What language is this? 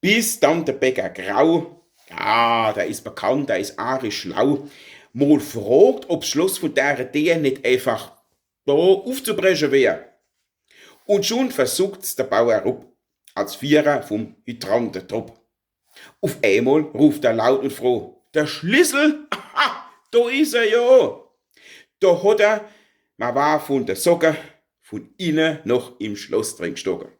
Palatine German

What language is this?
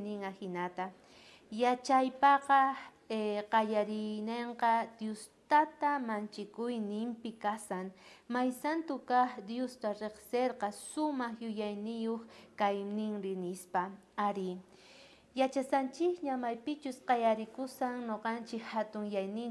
South Bolivian Quechua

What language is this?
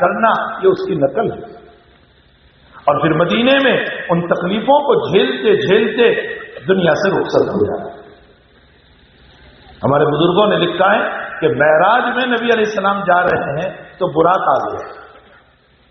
Urdu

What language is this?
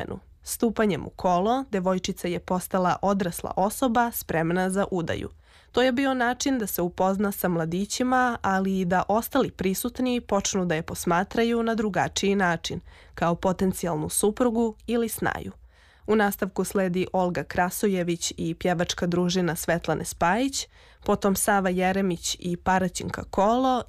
Serbian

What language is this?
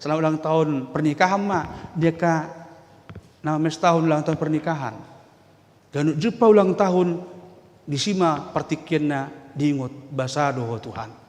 Batak Toba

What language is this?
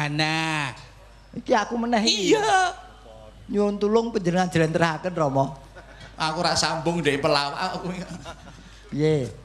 Javanese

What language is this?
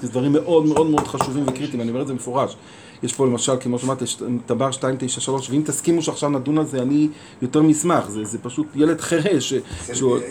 Hebrew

